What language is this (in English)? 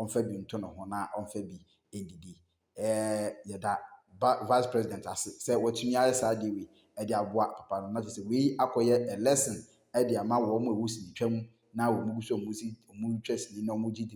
Akan